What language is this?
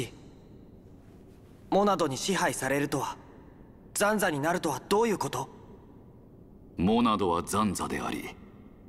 Japanese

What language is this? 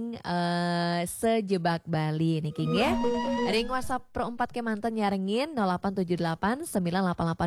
Balinese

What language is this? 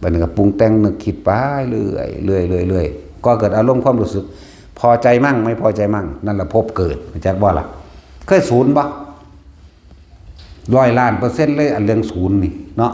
Northeastern Thai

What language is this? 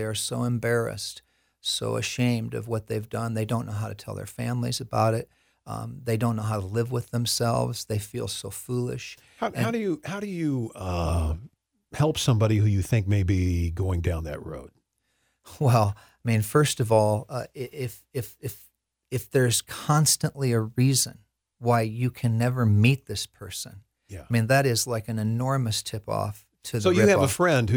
English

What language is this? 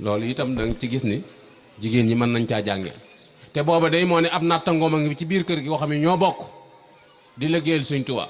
Wolof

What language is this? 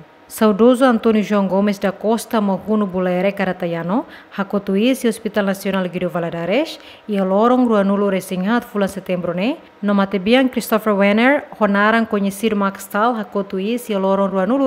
Tetum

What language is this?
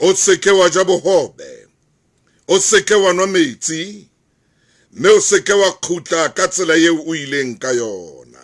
Southern Sotho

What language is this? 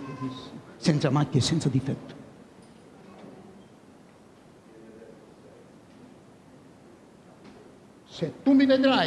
Italian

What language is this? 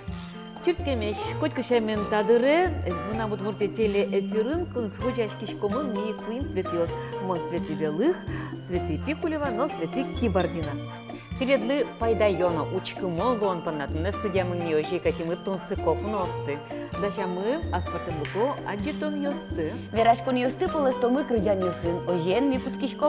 Udmurt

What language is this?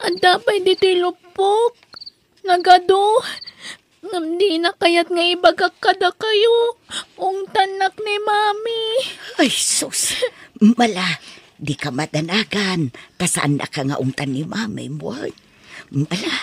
Iloko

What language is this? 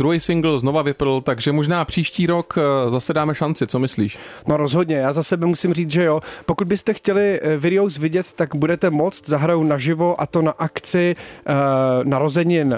Czech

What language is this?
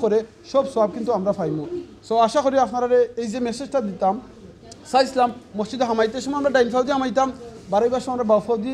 Sylheti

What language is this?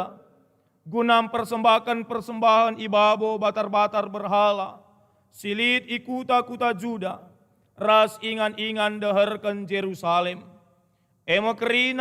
Batak Karo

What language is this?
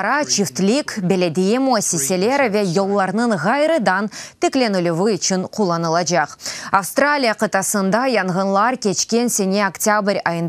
Crimean Tatar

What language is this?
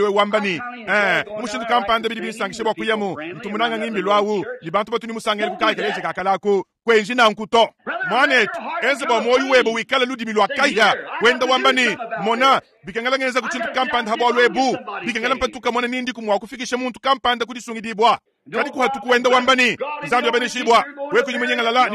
Luba-Lulua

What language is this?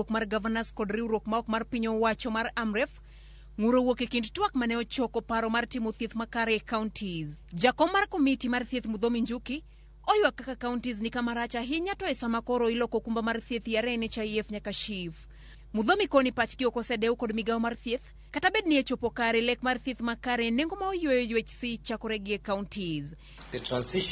Luo (Kenya and Tanzania)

